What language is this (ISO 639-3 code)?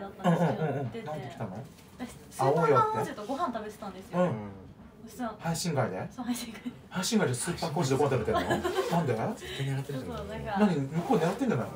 jpn